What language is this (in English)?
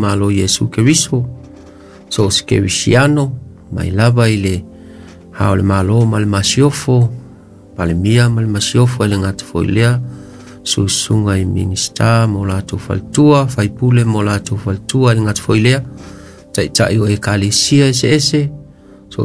Samoan